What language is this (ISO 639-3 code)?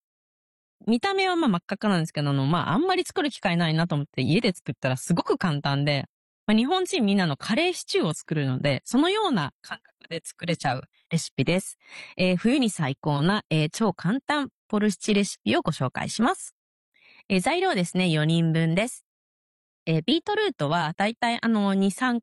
jpn